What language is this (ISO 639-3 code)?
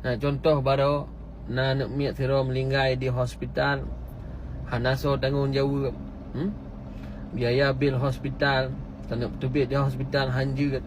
ace